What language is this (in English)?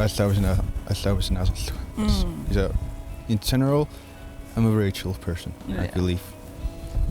Kalaallisut